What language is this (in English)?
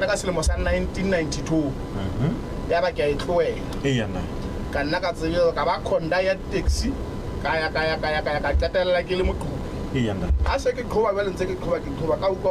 Southern Sotho